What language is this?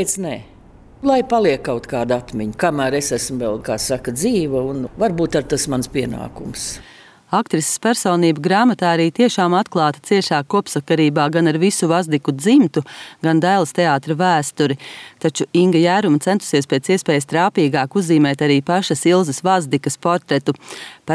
Latvian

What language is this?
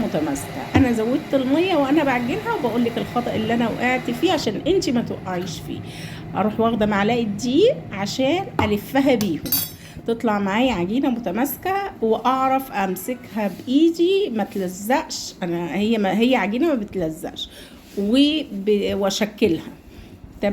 Egyptian Arabic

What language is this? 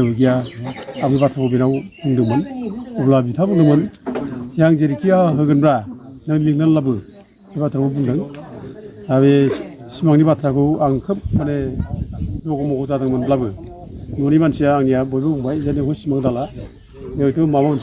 Bodo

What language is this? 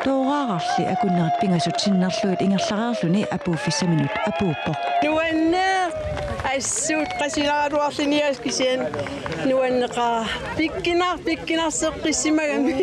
Kalaallisut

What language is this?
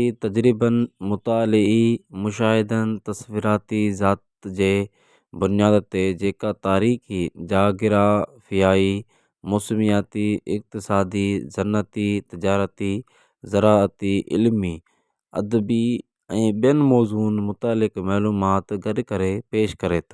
Sindhi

